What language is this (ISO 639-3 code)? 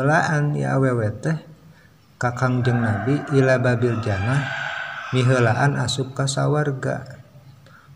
sun